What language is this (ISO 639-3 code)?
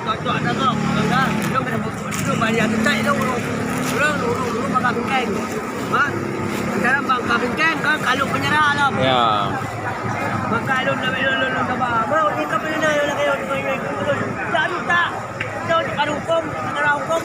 ace